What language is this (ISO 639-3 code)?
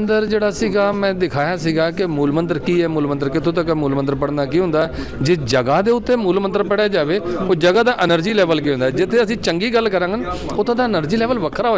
pan